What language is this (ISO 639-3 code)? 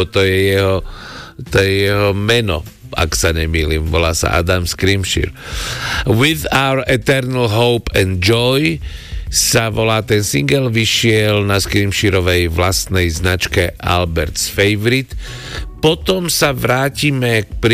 slk